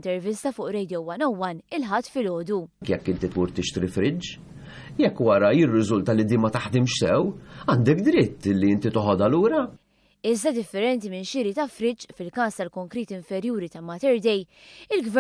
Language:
Maltese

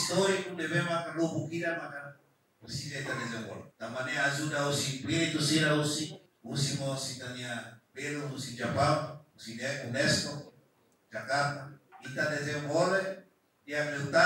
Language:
Tetum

